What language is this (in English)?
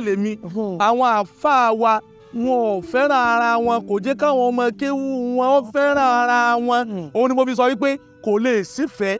Yoruba